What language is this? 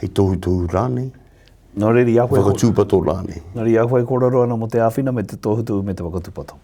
Māori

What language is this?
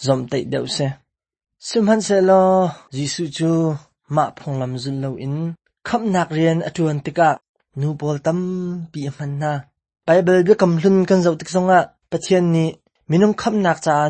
Hakha Chin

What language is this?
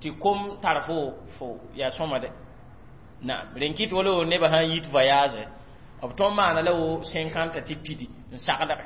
Mossi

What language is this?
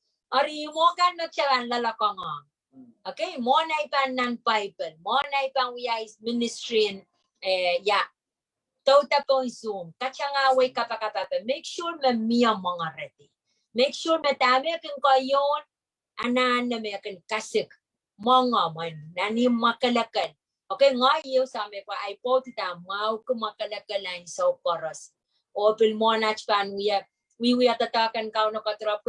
Pohnpeian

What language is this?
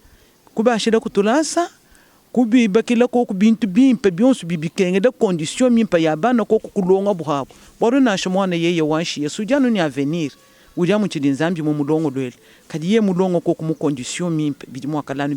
Luba-Lulua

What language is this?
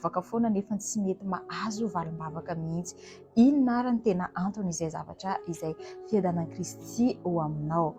Malagasy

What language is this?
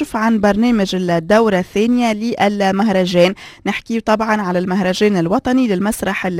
Moroccan Arabic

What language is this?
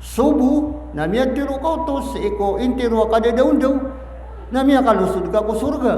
Maranao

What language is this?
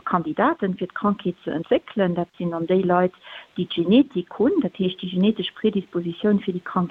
Luxembourgish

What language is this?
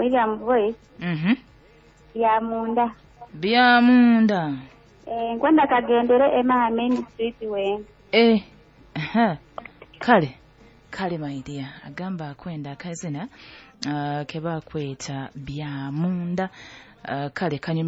Nyoro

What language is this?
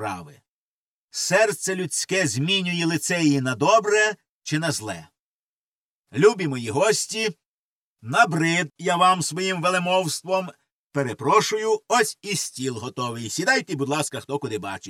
Ukrainian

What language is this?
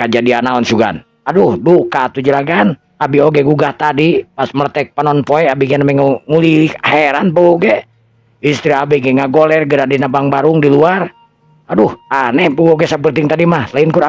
Sundanese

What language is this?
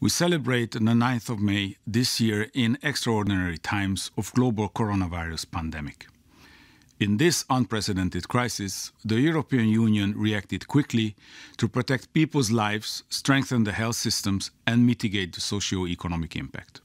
English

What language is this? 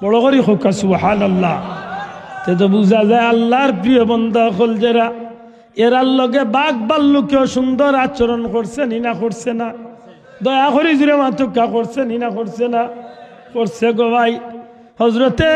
Sylheti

